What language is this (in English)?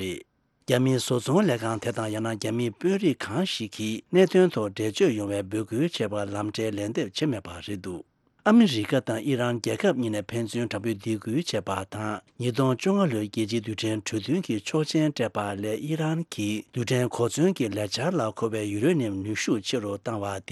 Tibetan